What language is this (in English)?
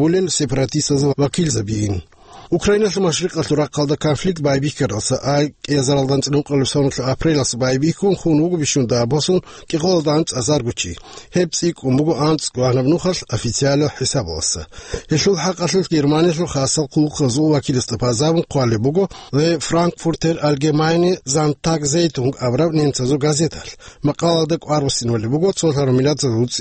Avaric